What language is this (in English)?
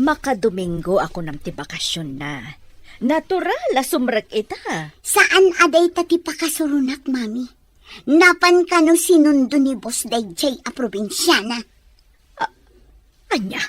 Iloko